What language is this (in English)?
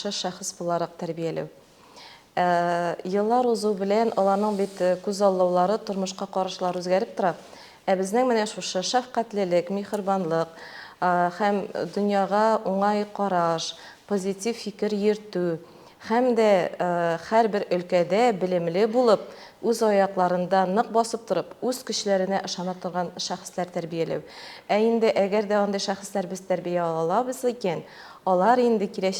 Tatar